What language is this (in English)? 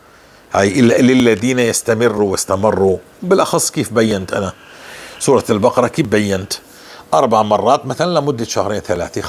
North Levantine Arabic